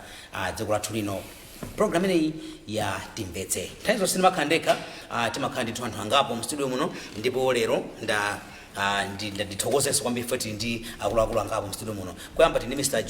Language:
Nyanja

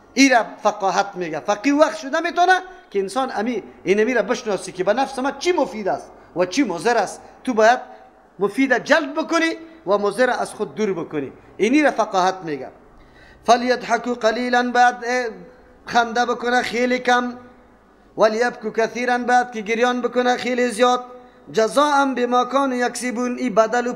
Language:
Persian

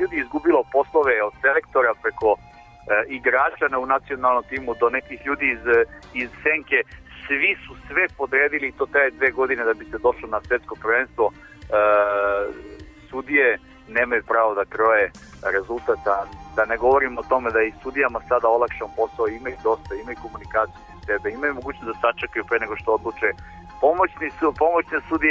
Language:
Serbian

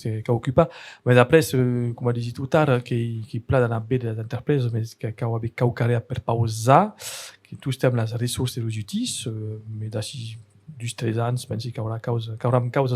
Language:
Occitan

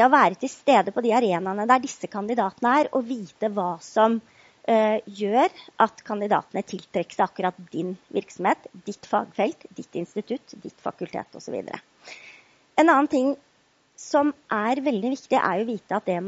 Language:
Norwegian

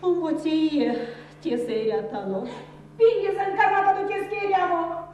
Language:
Erzya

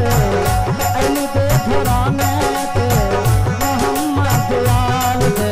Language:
Saraiki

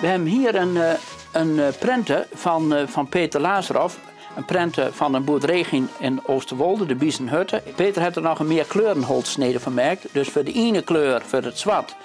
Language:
Western Frisian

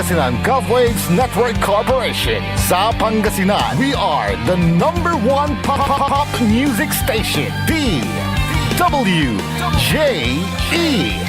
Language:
Pangasinan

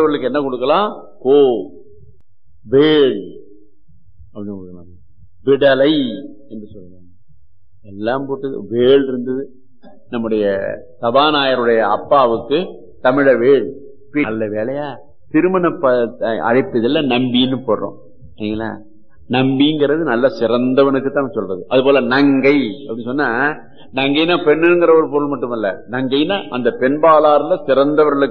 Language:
Tamil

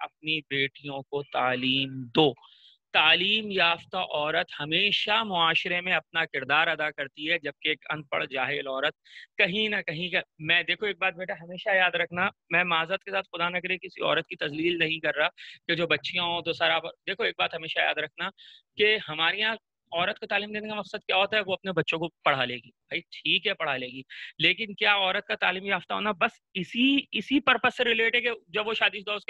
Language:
Urdu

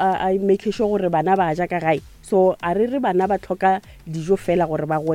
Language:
Northern Sotho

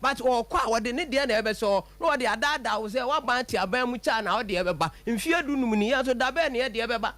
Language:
Akan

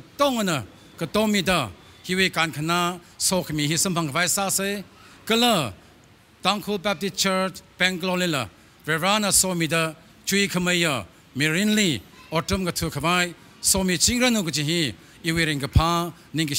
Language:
Tangkhul Naga (India)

